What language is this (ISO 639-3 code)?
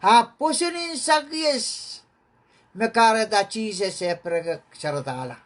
pon